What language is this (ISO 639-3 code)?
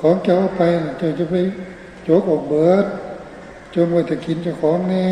tts